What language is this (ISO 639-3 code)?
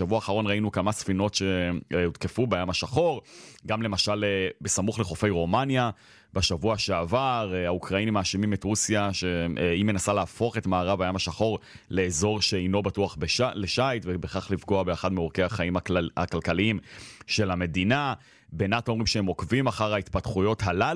heb